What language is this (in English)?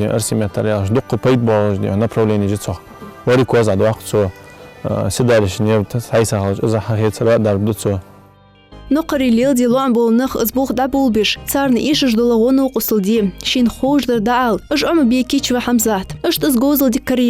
Ingush